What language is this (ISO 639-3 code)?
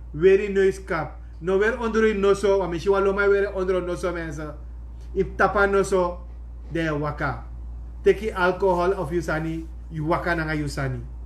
srn